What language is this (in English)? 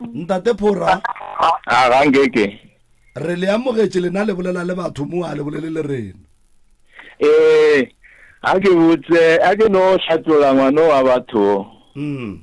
Northern Sotho